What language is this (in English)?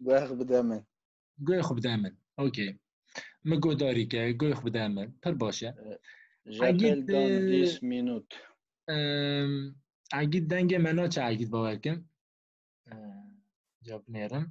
Kurdish